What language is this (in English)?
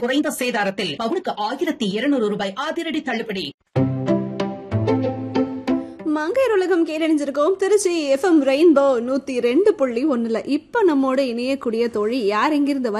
Tamil